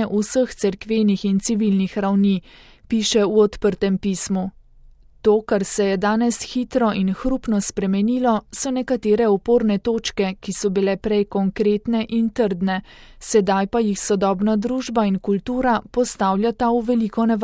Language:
Slovenian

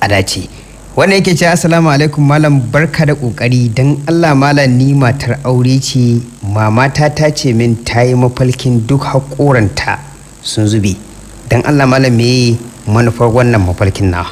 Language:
Hausa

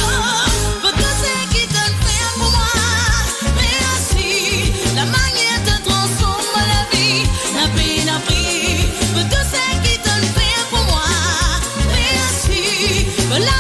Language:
Morisyen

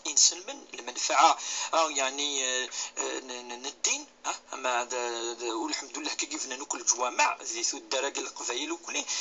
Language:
Kabyle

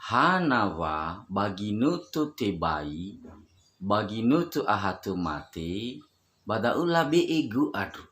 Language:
Nias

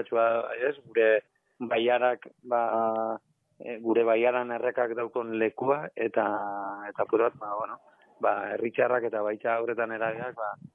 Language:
Basque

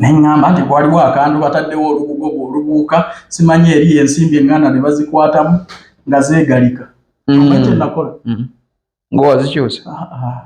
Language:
Ganda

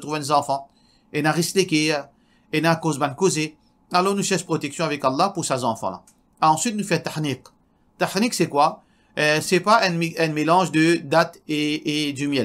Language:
Morisyen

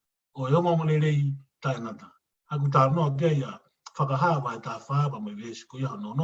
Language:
Tongan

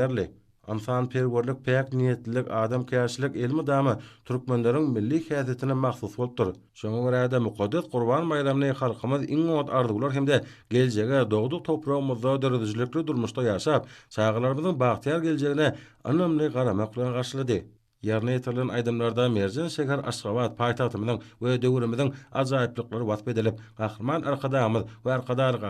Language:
Turkmen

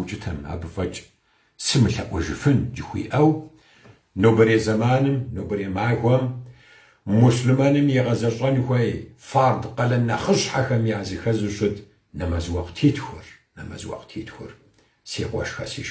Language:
Kabardian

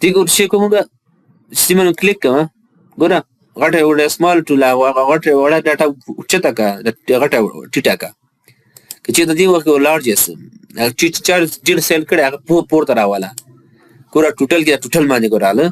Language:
Pashto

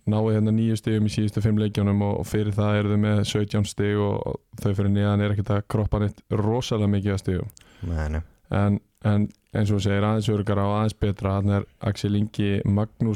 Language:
Icelandic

